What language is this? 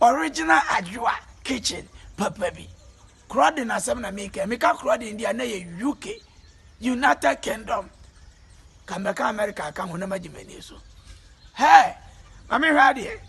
Akan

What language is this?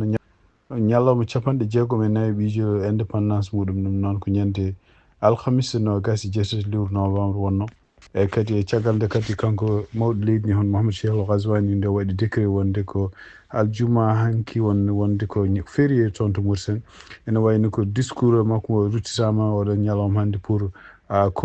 Fula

